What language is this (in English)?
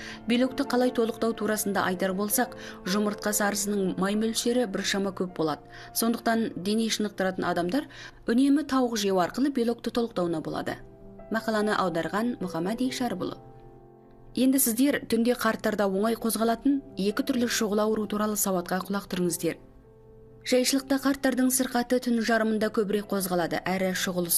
Kazakh